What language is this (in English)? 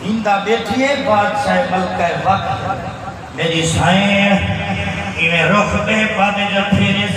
Saraiki